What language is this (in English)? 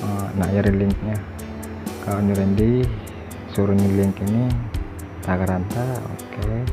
Tausug